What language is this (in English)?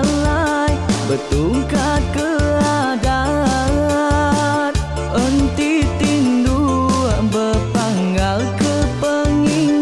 Iban